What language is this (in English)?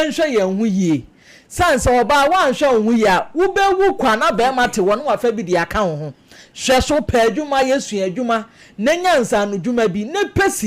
Akan